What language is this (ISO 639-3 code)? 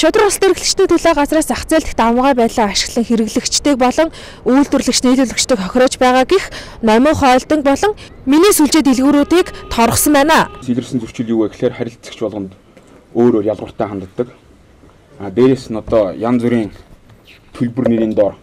mon